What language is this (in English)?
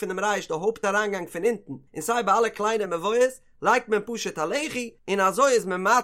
Yiddish